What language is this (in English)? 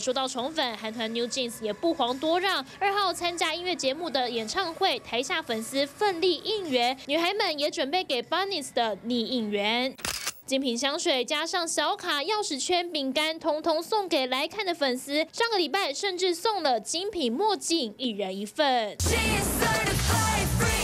Chinese